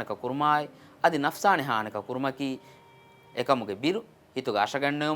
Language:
Divehi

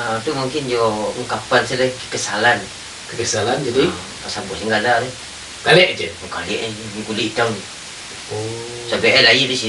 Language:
Minangkabau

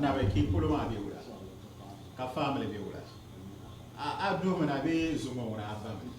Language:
Dagbani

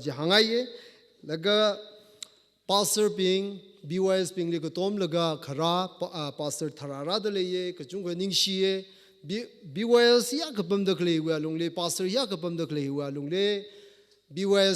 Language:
Tangkhul Naga (India)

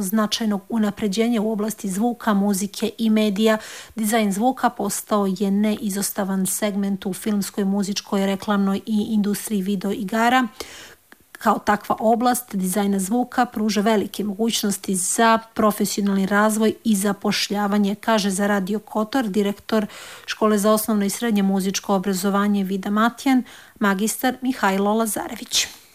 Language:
Serbian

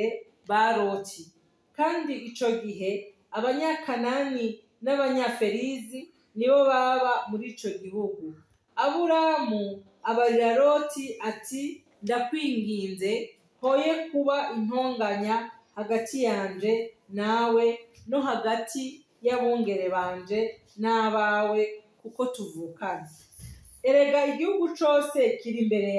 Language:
Rundi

